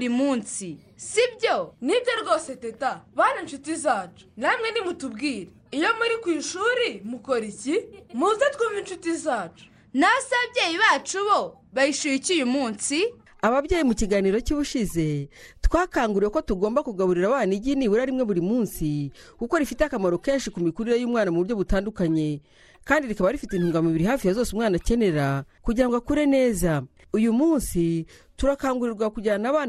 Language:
Kinyarwanda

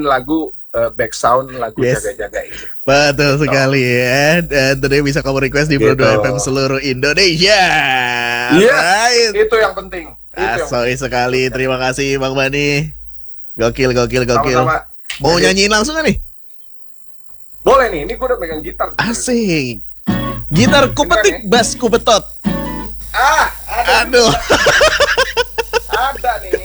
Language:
Indonesian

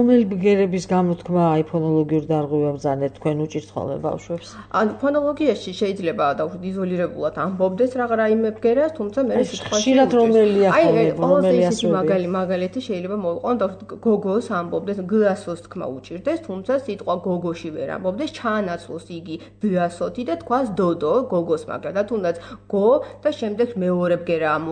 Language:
Georgian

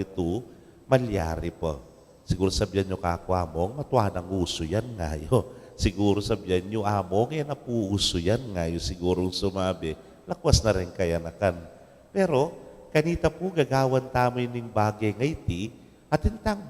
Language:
Pampanga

